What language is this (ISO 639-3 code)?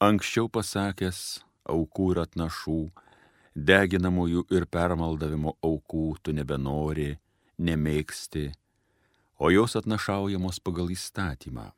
lit